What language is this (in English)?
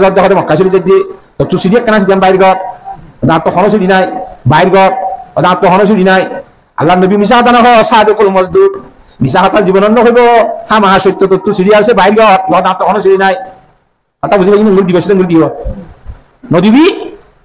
Rohingya